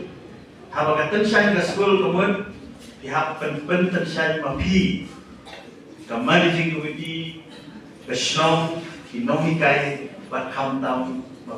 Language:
Khasi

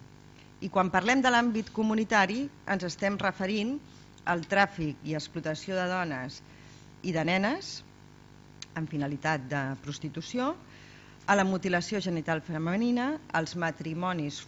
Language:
Catalan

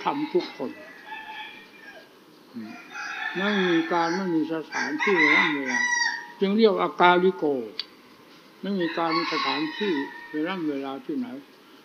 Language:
Thai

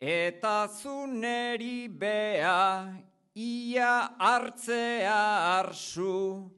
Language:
Basque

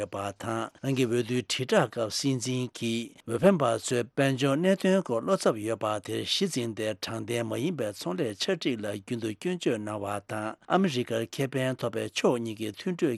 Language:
Tibetan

